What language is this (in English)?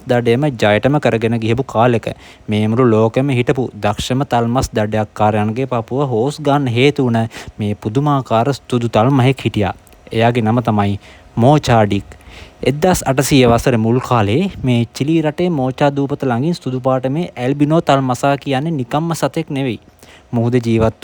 Sinhala